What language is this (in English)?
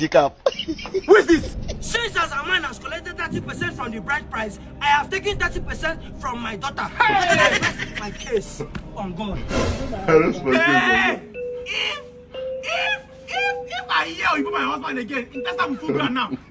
Nigerian Pidgin